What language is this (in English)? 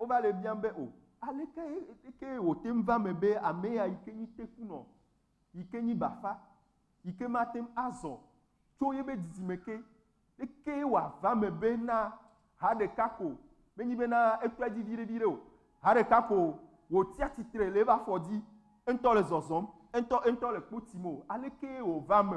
Ewe